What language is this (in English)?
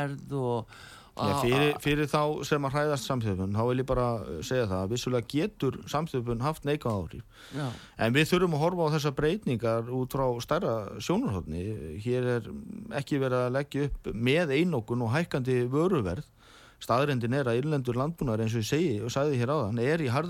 Icelandic